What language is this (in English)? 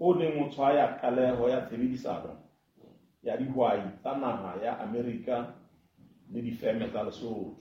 Southern Sotho